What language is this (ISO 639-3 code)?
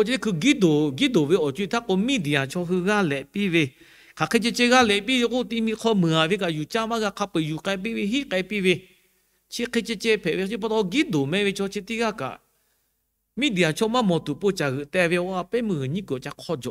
lhu